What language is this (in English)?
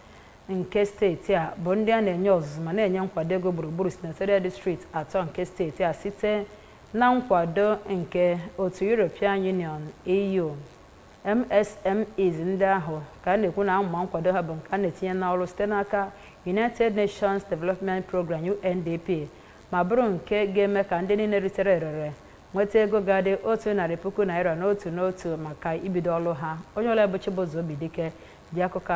Igbo